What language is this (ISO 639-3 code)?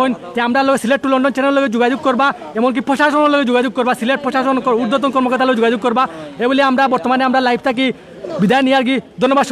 syl